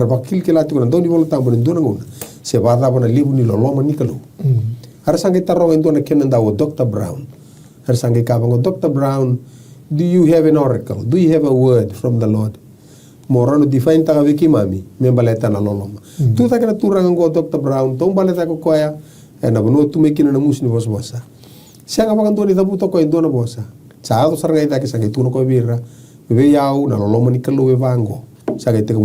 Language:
Fijian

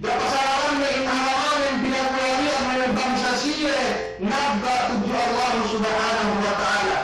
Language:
Yakan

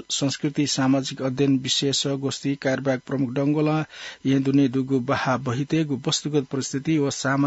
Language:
Newari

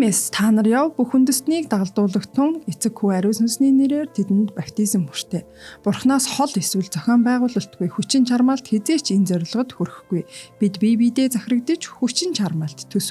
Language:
Mongolian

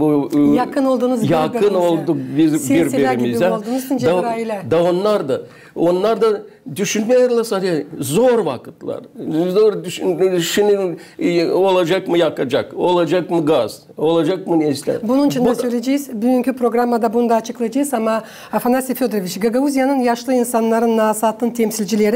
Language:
Gagauz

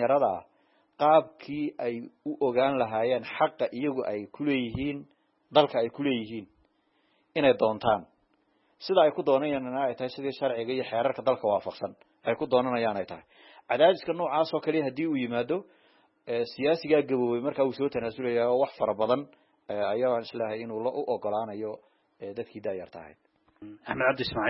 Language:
Somali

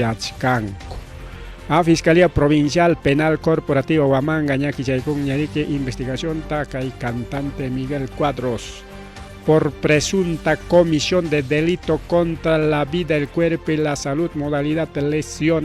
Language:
Ayacucho Quechua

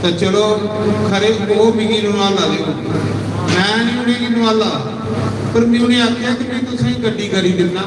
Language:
Dogri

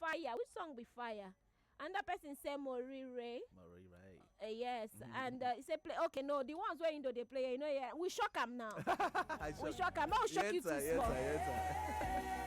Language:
Nigerian Pidgin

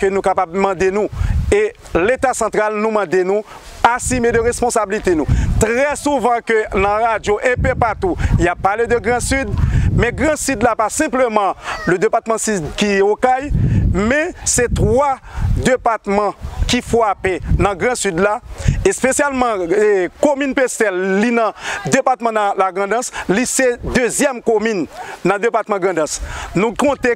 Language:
Haitian Creole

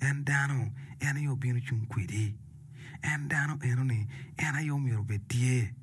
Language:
Acoli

